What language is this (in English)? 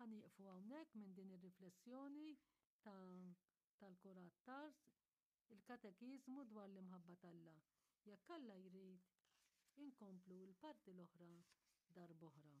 Maltese